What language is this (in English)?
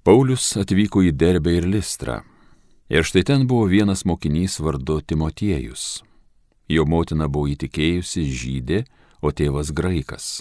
Lithuanian